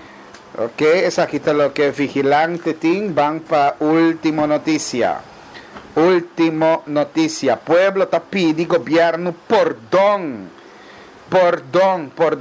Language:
Papiamento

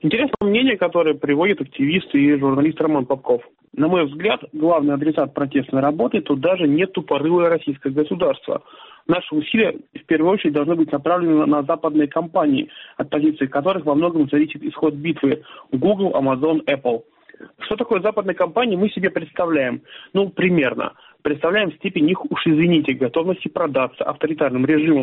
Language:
Russian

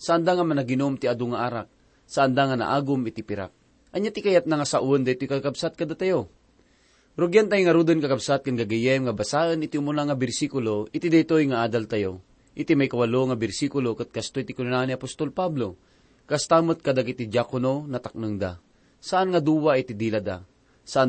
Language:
Iloko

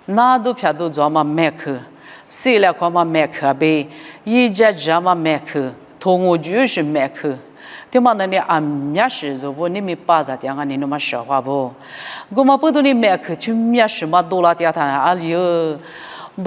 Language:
Lisu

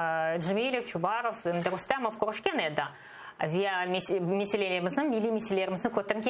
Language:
Crimean Tatar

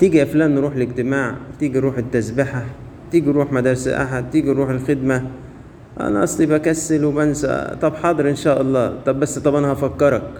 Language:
Egyptian Arabic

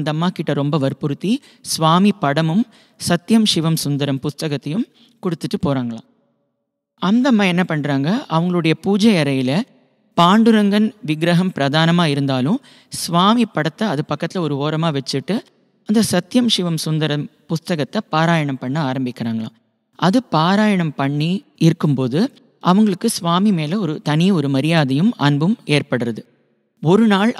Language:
Tamil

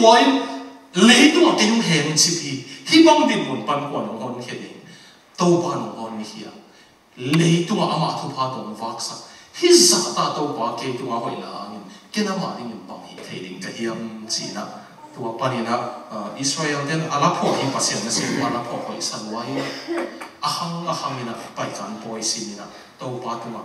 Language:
Tedim Chin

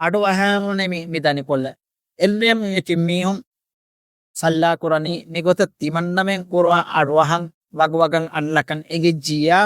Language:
Divehi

